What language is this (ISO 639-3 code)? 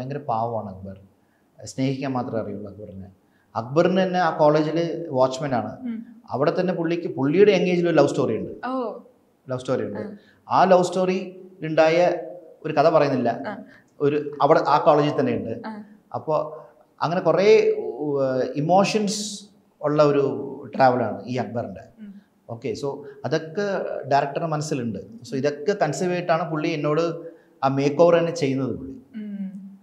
mal